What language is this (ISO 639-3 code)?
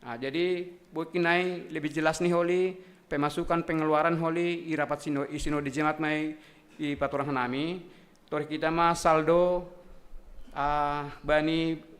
bts